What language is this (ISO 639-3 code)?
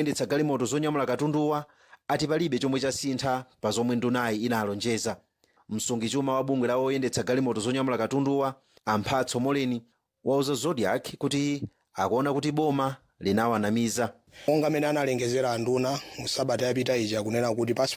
nya